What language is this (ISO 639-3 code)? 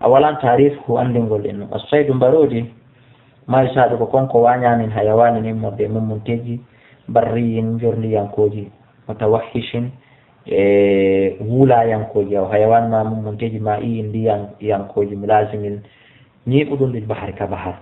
ful